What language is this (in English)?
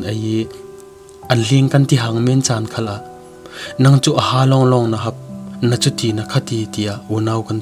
Falam Chin